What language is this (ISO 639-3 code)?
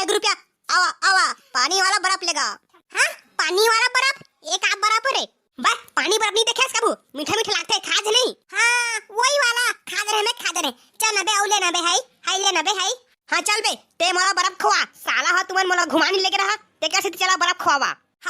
hne